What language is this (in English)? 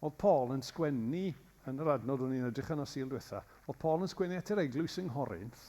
Welsh